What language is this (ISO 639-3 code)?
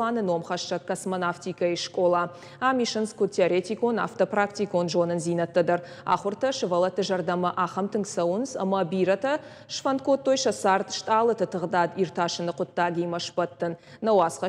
oss